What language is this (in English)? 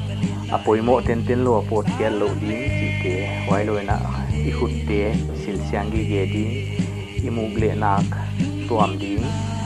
Paite Chin